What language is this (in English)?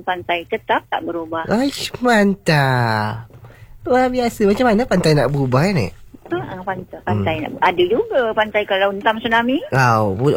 Malay